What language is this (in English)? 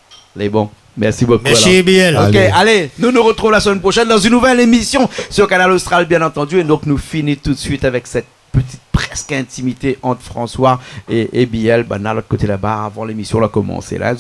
Réunion Creole French